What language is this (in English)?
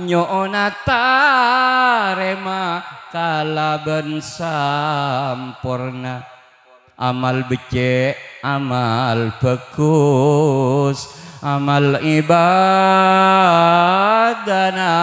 Madurese